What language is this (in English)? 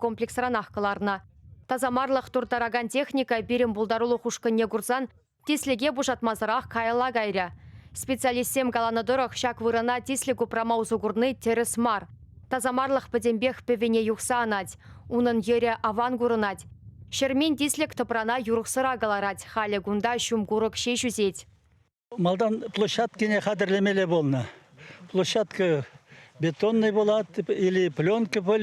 Chuvash